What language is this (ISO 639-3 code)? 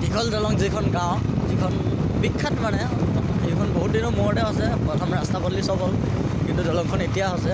asm